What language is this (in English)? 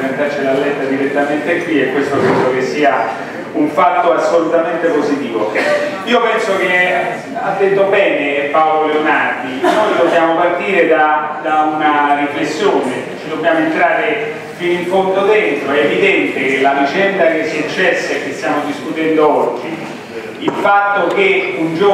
Italian